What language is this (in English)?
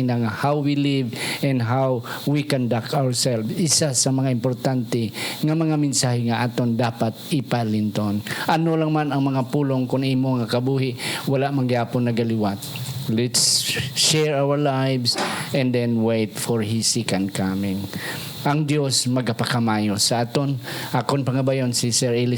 Hiligaynon